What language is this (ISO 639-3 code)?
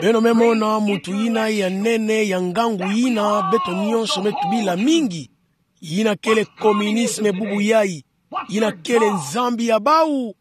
ktu